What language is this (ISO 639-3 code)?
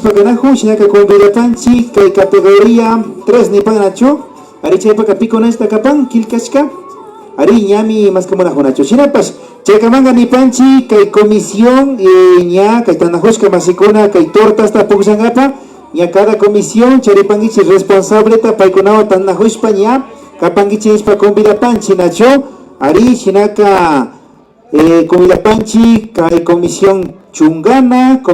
qvi